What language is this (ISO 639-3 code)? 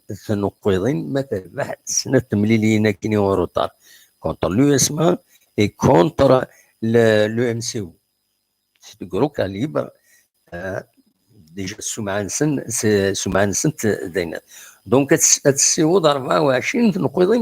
kab